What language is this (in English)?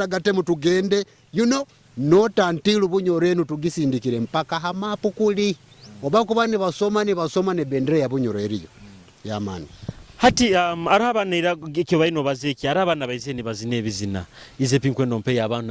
Nyoro